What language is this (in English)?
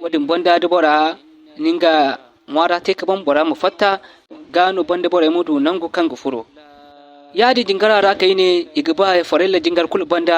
Zarma